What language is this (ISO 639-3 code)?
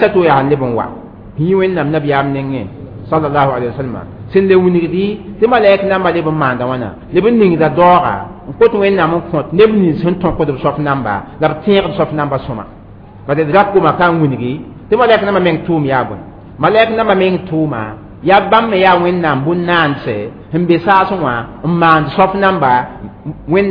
mos